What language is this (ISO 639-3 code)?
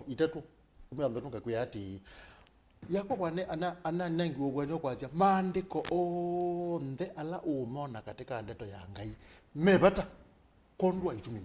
kam